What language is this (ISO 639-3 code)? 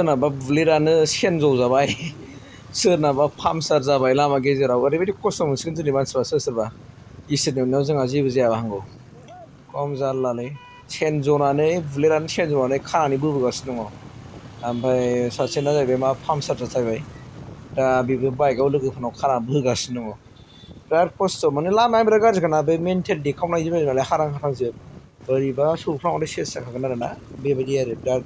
brx